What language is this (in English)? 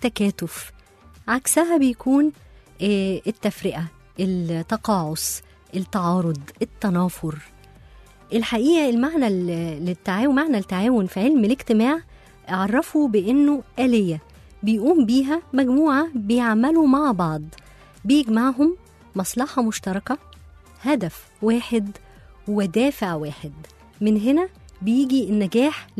Egyptian Arabic